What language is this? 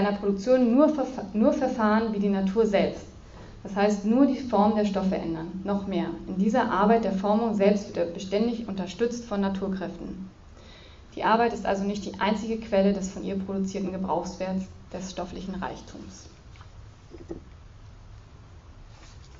German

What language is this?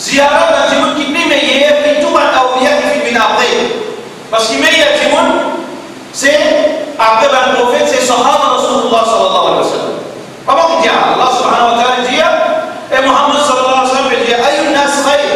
Morisyen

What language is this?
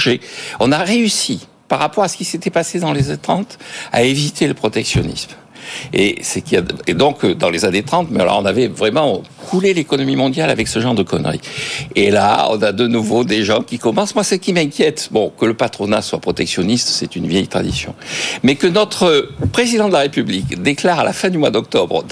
French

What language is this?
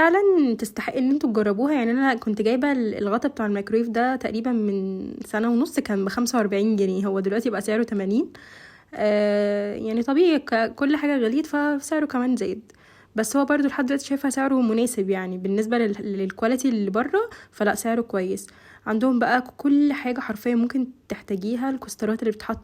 Egyptian Arabic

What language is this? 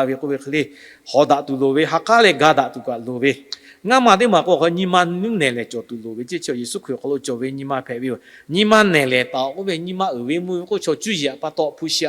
Lahu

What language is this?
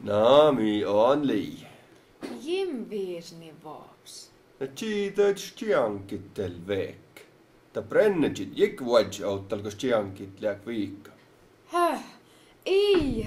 Skolt Sami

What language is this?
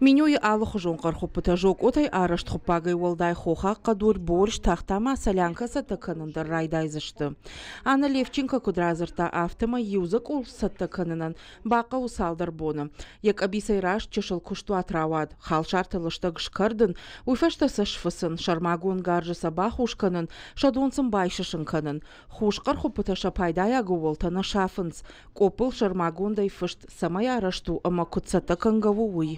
Ossetic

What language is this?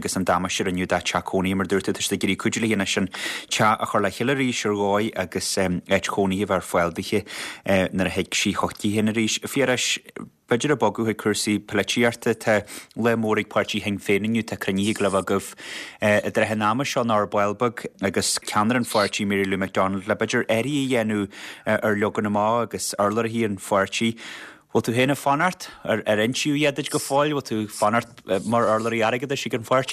Irish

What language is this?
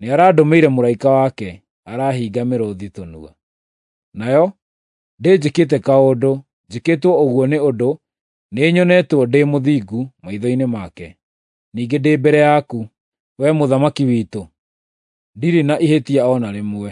Kikuyu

